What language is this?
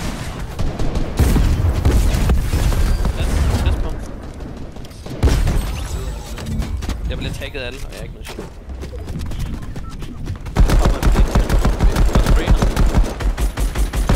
Danish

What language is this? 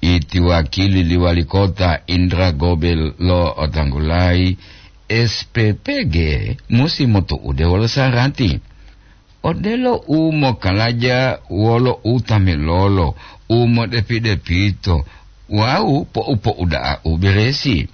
Gorontalo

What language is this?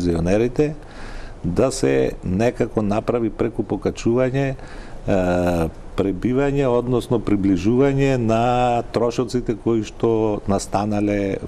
Macedonian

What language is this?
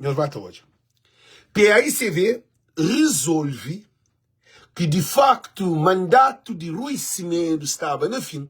Kabuverdianu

